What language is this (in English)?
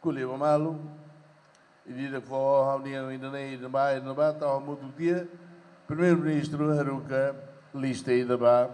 Tetum